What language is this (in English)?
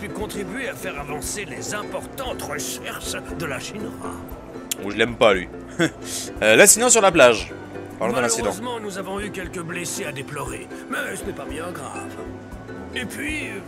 French